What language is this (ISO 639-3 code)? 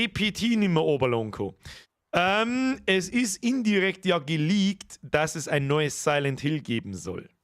bar